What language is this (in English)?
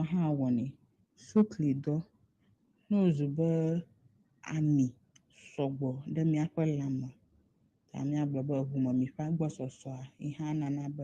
Ewe